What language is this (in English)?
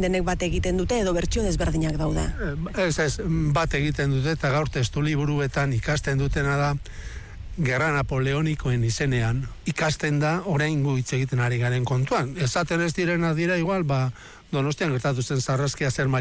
Basque